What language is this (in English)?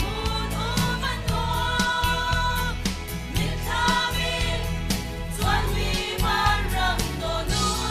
Hakha Chin